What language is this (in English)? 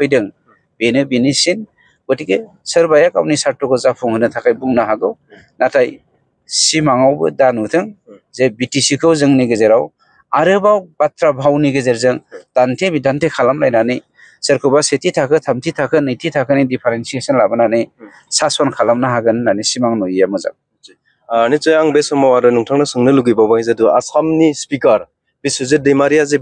Bodo